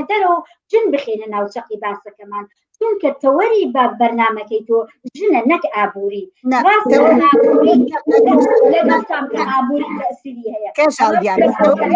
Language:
Central Kurdish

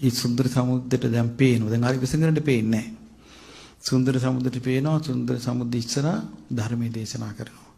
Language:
Sinhala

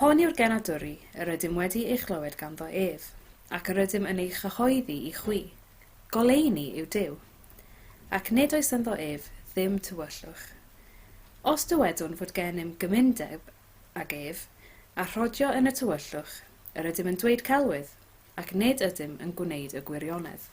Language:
Welsh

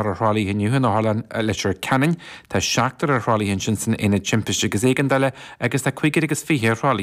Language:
Irish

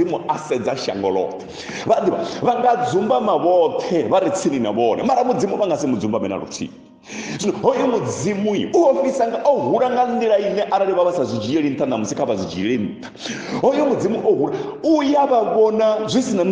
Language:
Venda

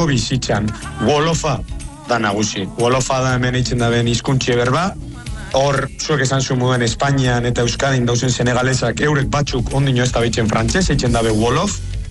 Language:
Basque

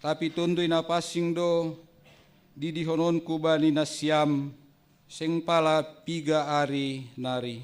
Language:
Batak Simalungun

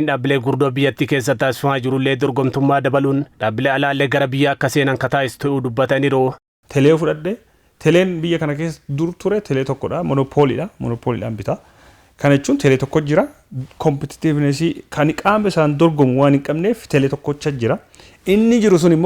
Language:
Oromo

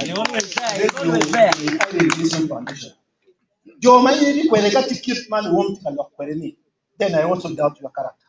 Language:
Acoli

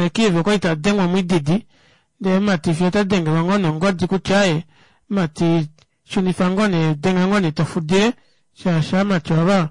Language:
Kuanyama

